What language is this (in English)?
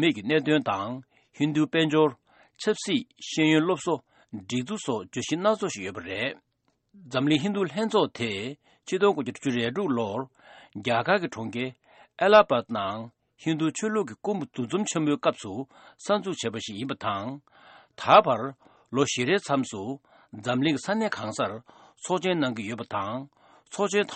Tibetan